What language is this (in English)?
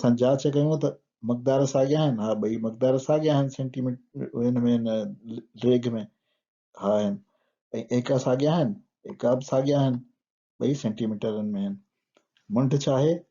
Sindhi